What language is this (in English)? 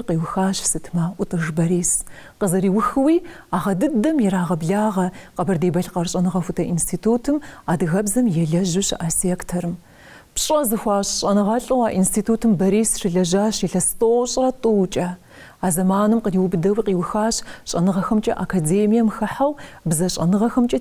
Kabardian